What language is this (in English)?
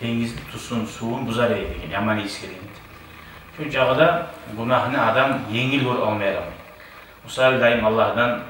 Kumyk